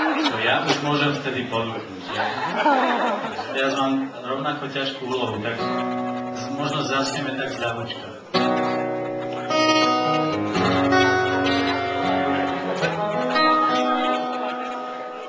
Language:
Slovak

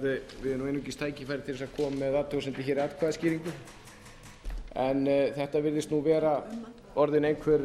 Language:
Icelandic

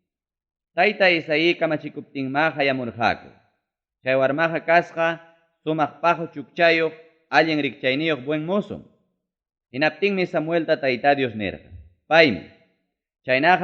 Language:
Ayacucho Quechua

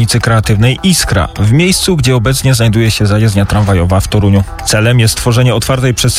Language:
Polish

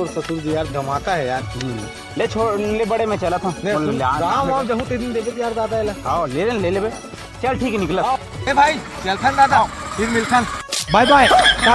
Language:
Chhattisgarhi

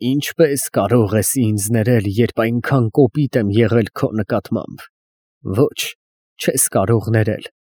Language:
Armenian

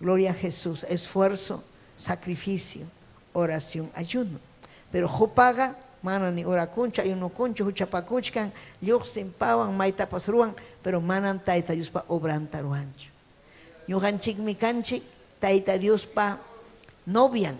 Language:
Ayacucho Quechua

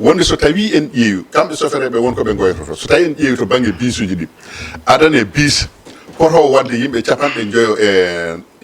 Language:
Fula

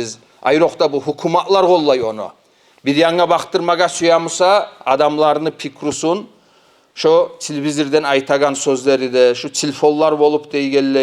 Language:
Kumyk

